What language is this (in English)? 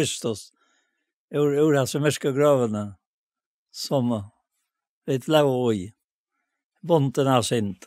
Faroese